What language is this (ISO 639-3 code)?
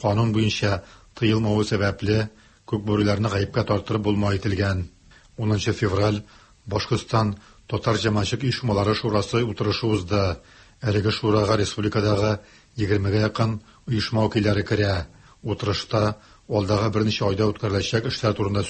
tat